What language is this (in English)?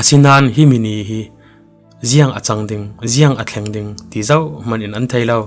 Falam Chin